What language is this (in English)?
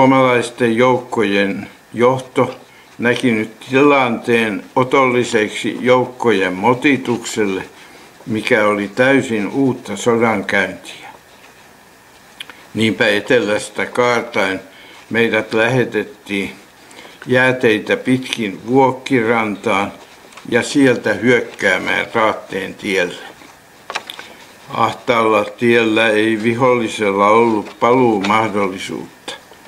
Finnish